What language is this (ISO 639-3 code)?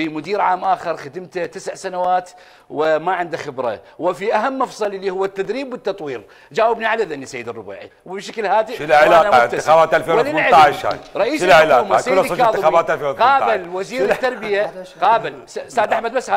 acm